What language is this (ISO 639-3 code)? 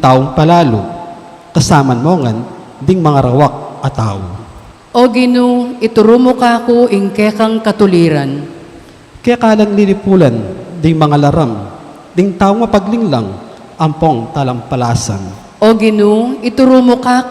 pam